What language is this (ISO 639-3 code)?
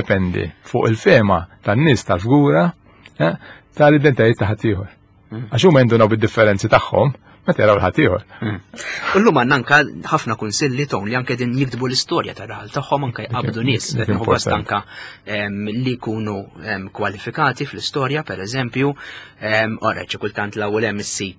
mlt